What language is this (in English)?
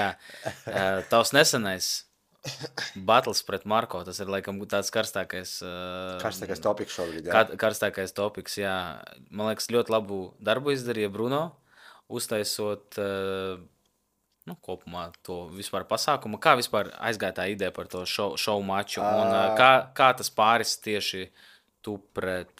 Latvian